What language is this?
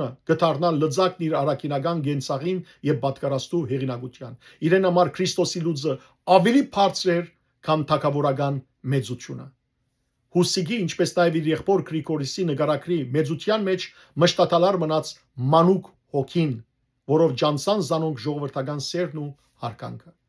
Western Armenian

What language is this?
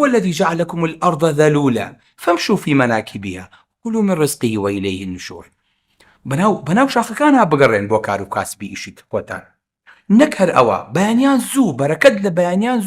Central Kurdish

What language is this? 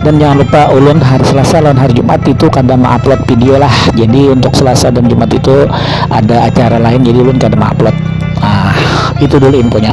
Banjar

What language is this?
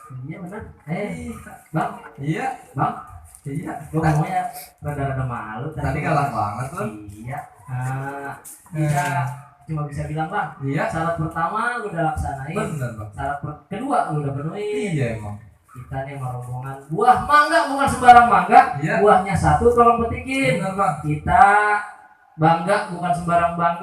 Betawi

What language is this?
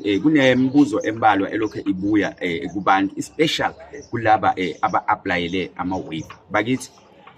Zulu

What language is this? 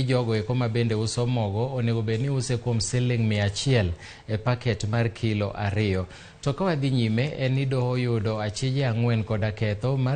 Luo (Kenya and Tanzania)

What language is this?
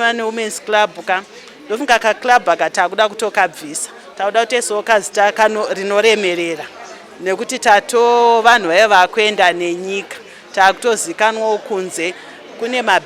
Shona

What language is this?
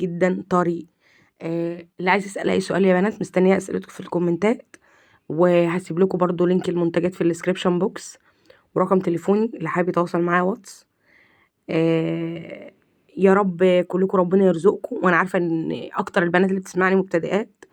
Egyptian Arabic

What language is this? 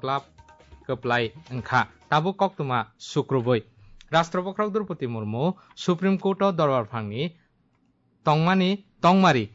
Kok Borok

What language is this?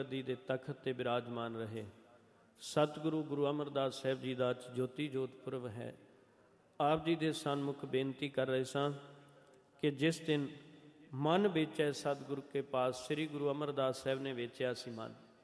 Punjabi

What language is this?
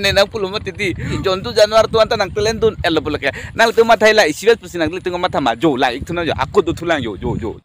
Karbi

